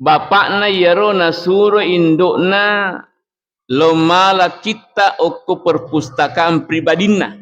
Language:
Buginese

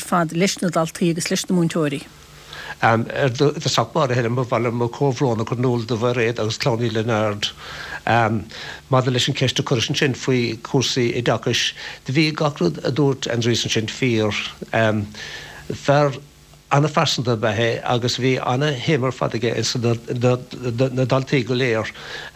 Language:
Irish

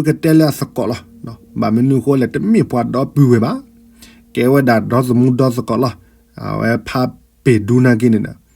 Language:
S'gaw Karen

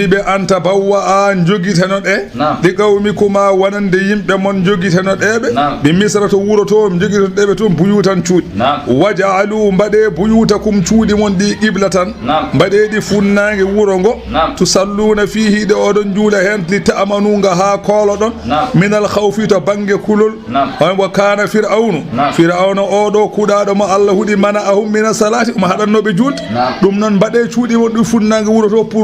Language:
Fula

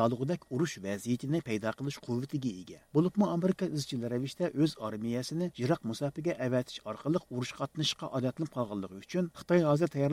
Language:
Uyghur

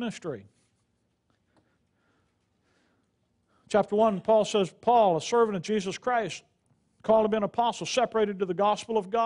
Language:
English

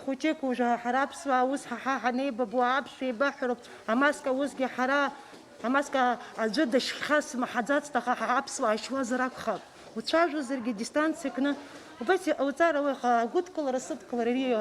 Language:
Abkhazian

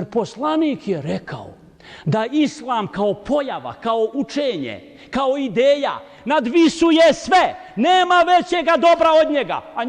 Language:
Bosnian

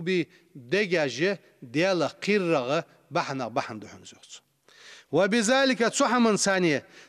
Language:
Ingush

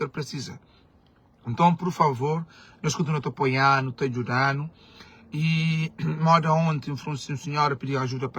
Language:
Kabuverdianu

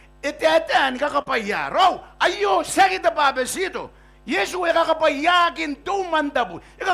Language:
Gilbertese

